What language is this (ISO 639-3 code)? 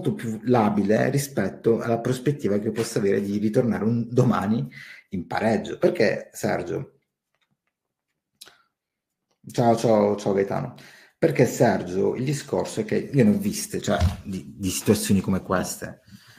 ita